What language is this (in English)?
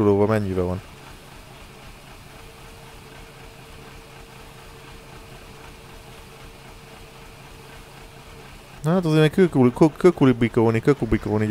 Hungarian